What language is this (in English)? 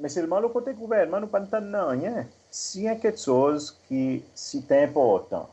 Seselwa Creole French